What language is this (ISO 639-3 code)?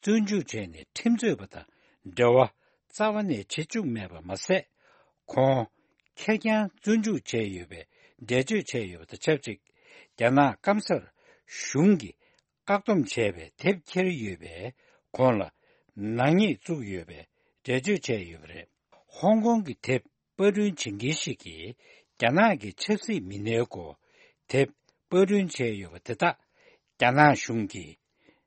bod